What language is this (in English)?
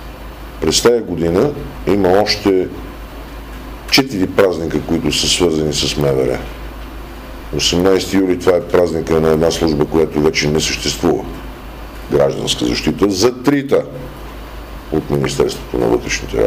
Bulgarian